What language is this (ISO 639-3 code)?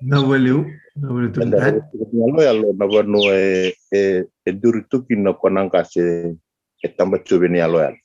fij